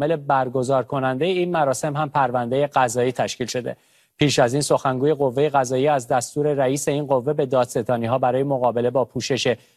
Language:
Persian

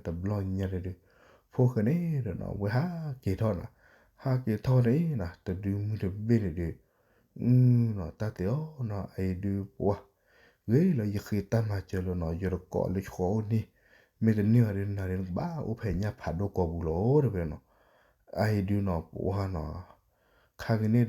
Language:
S'gaw Karen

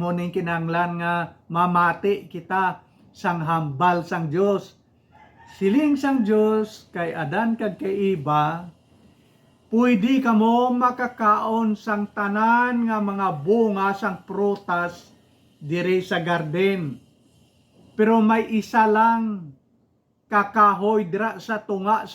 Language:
Hiligaynon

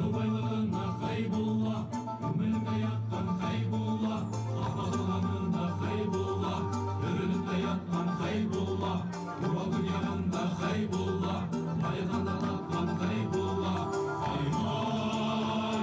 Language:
Bashkir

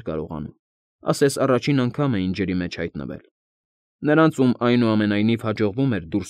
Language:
Armenian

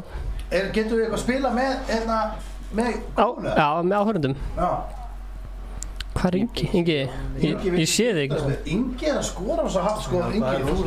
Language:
Icelandic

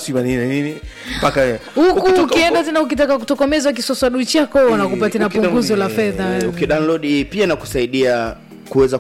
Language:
Swahili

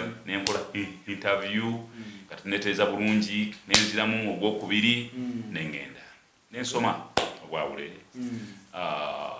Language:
Ganda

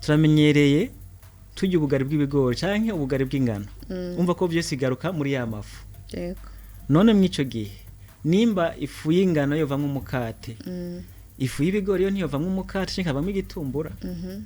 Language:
Rundi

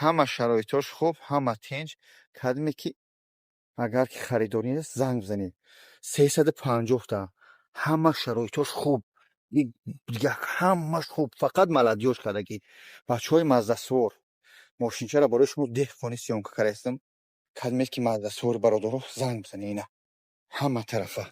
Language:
Tajik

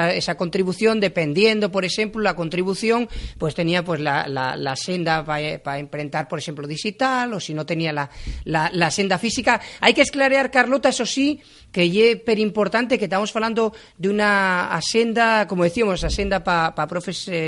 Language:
Asturian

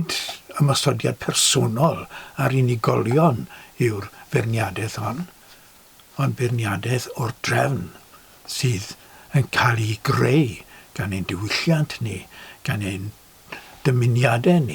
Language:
Welsh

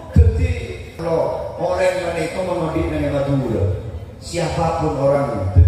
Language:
Madurese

